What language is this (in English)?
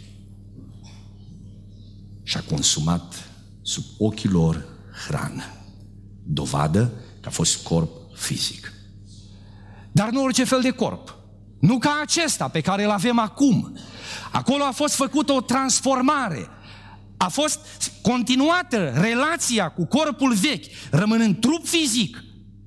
Romanian